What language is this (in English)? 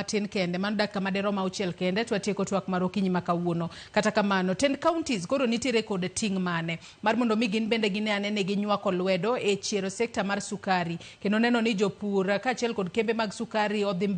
Luo (Kenya and Tanzania)